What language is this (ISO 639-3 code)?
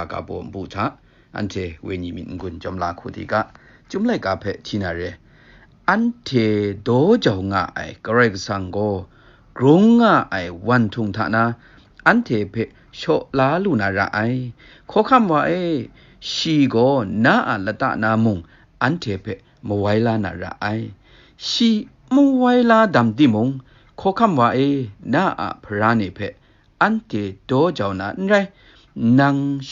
kac